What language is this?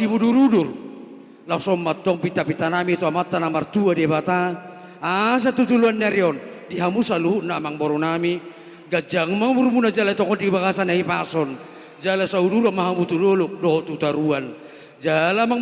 Batak Toba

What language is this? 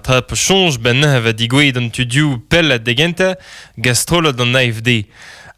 Breton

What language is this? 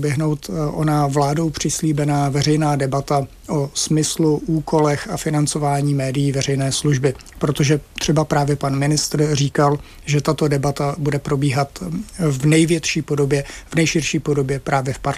Czech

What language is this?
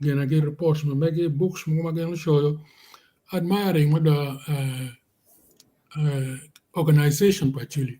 Acoli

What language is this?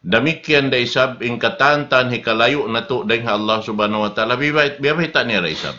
Tausug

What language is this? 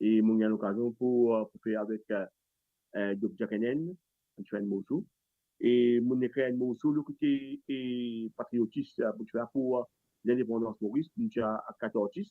Morisyen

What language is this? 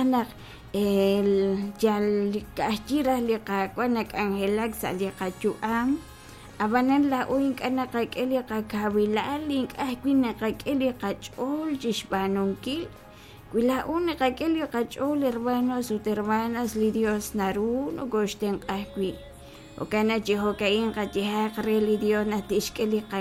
Kekchí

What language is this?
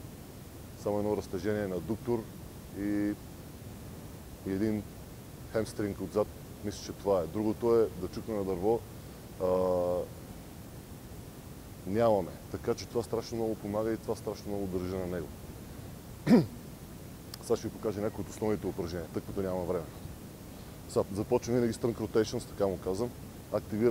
Bulgarian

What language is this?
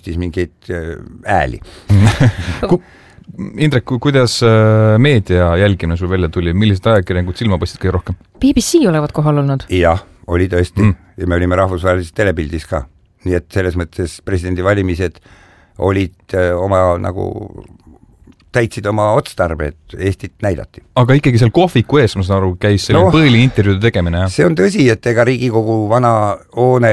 Estonian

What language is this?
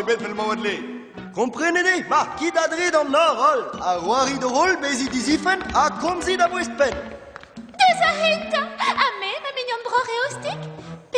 Breton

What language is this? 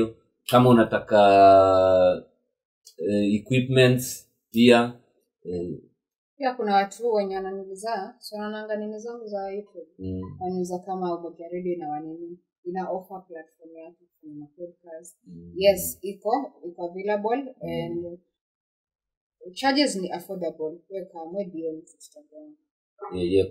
Swahili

